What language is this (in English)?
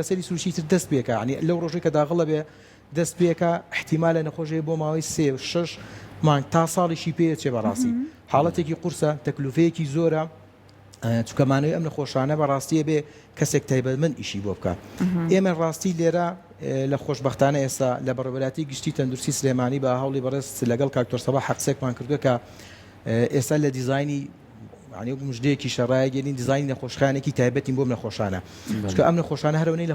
Central Kurdish